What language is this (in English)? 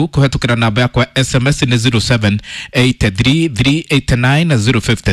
Kikuyu